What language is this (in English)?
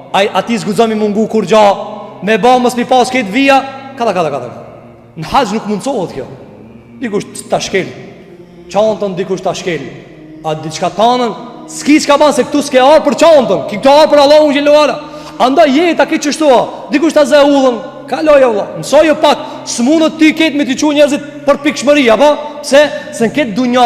Albanian